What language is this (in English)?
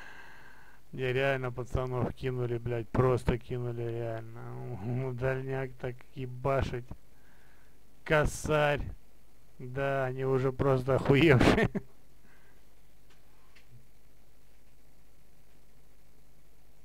Russian